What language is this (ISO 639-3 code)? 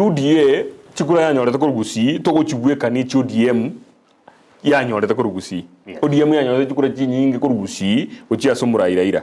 guz